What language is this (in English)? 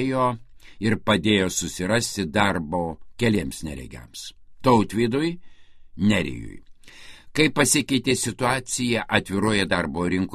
Lithuanian